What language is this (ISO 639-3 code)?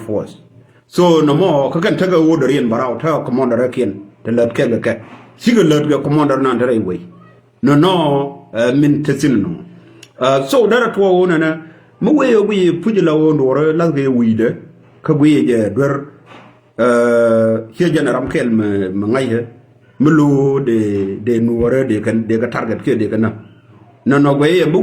nus